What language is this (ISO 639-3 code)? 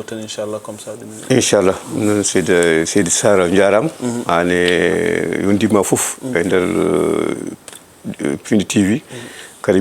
ful